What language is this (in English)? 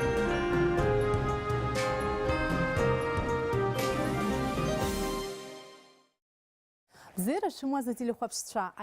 Abkhazian